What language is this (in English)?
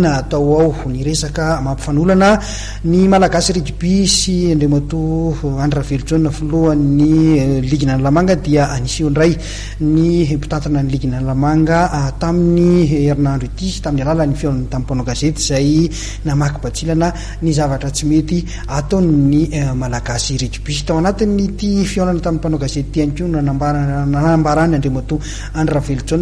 Malagasy